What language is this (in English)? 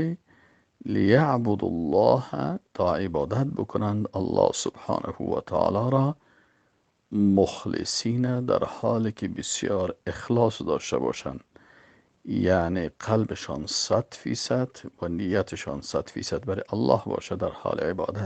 Persian